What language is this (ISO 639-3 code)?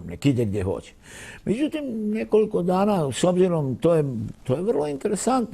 bos